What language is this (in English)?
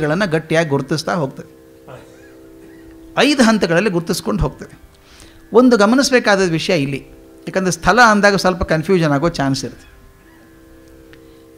Kannada